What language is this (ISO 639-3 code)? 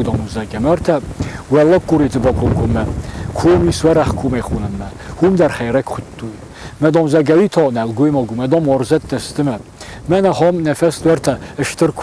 oss